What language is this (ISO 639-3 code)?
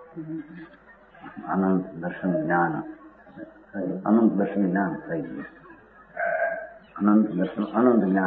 guj